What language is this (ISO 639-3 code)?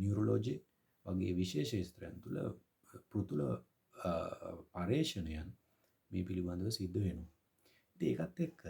sin